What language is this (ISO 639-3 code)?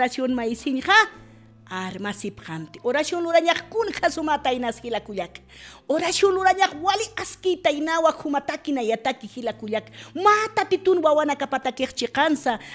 aym